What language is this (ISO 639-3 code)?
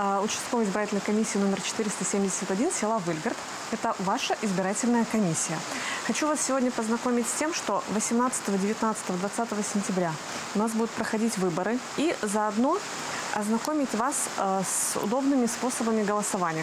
rus